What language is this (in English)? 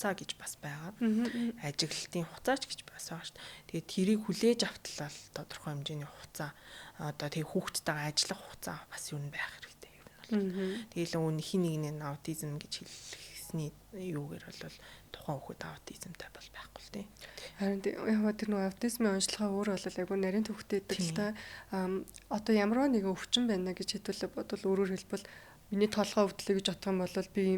Mongolian